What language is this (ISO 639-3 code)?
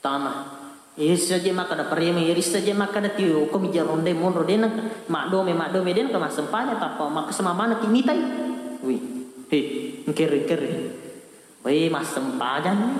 bug